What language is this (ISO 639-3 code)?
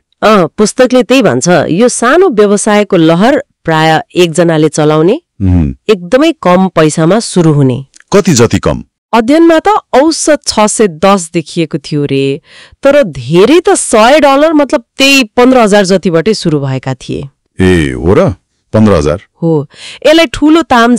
nep